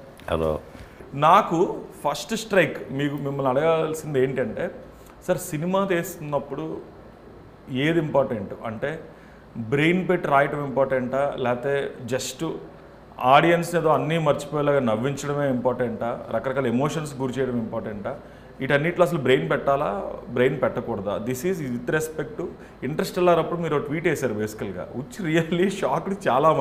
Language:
Telugu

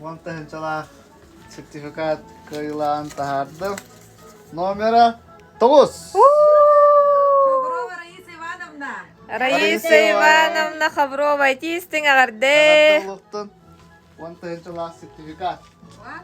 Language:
Yakut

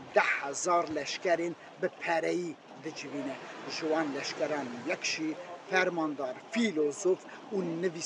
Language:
Kurdish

